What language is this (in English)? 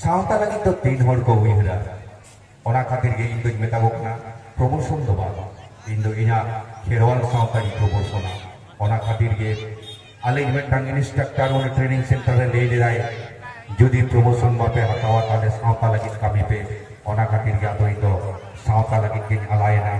Santali